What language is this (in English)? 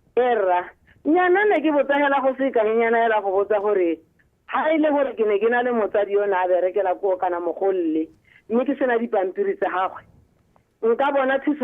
Tswana